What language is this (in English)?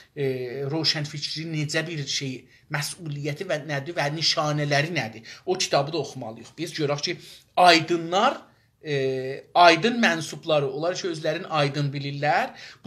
South Azerbaijani